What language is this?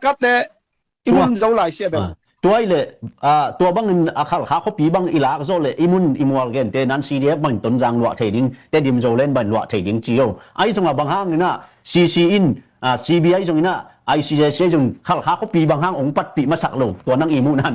Tedim Chin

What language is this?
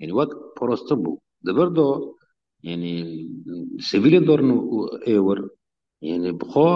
Kurdish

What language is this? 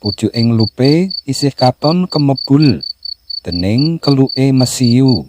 Javanese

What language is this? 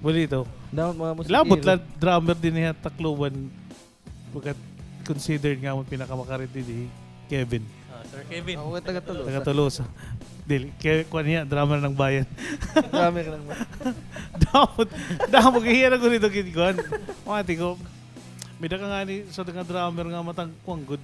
Waray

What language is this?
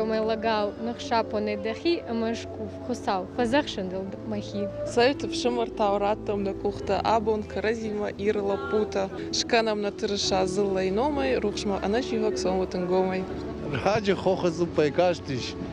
Ossetic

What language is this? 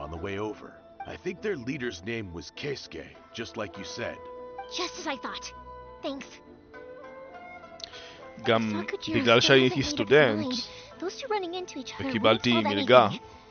Hebrew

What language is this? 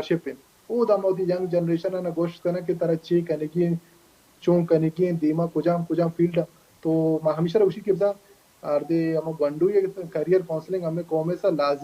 Baluchi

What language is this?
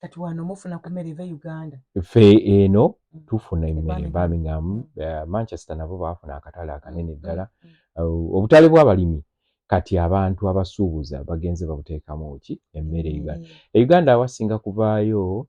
Ganda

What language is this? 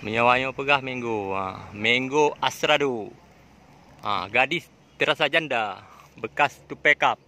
Achinese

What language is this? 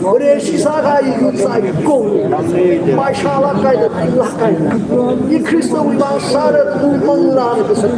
Tangkhul Naga (India)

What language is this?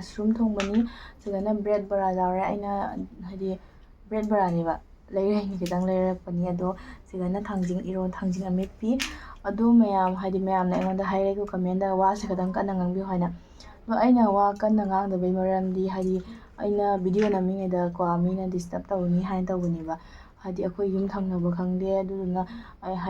Manipuri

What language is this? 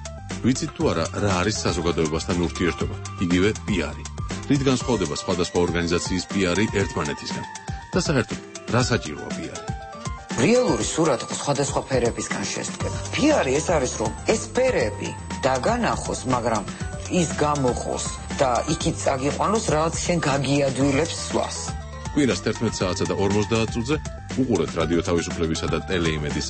Georgian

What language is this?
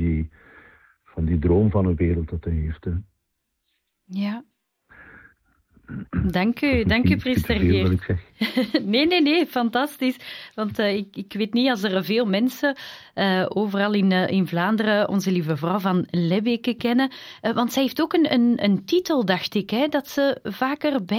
Dutch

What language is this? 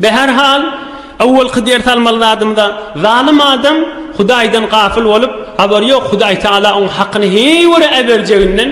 Turkmen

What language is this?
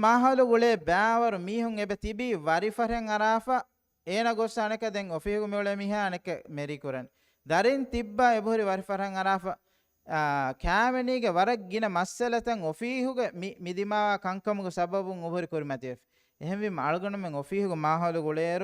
Divehi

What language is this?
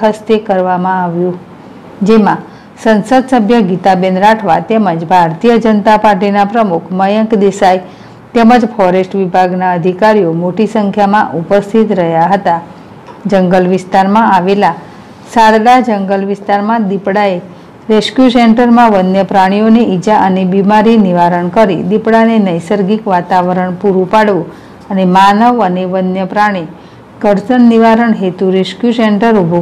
Gujarati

